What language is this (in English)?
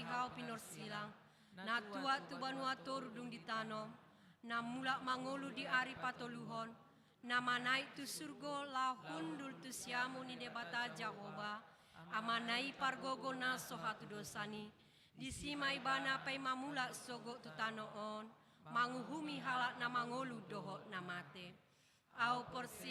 Batak Toba